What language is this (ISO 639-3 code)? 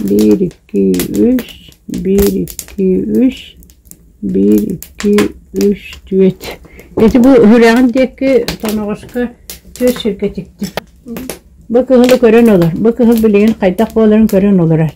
sah